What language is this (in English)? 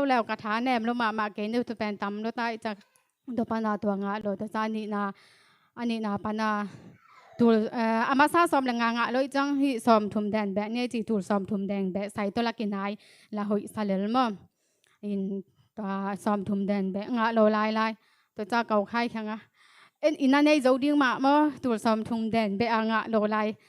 Tedim Chin